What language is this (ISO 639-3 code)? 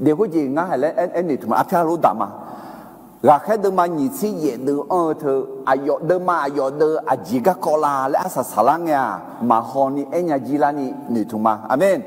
ahk